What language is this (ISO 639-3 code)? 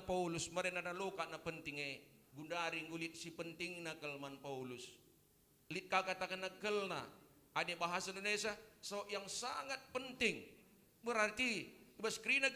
btx